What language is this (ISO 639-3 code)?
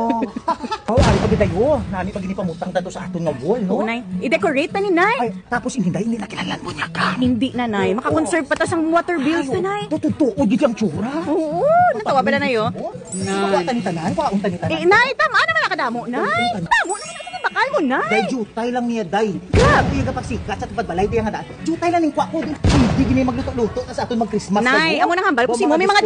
hil